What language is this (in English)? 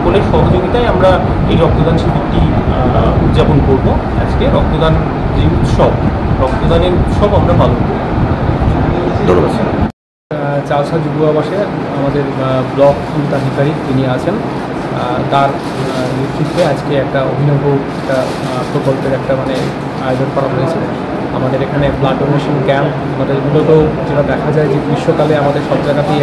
Bangla